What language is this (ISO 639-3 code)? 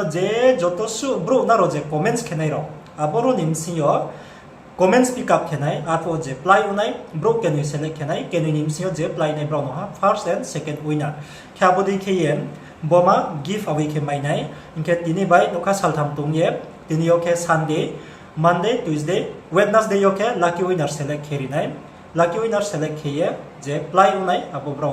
ria